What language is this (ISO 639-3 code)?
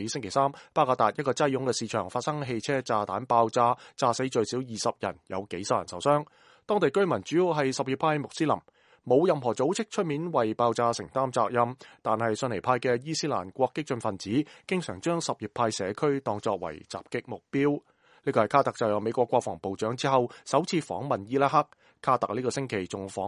yue